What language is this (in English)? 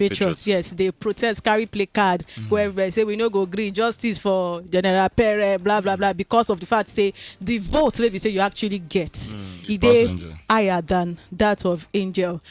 Nigerian Pidgin